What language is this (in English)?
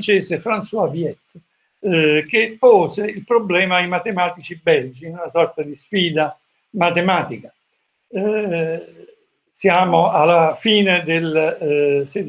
Italian